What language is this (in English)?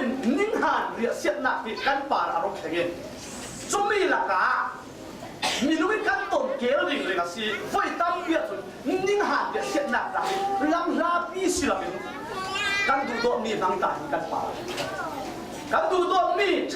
Falam Chin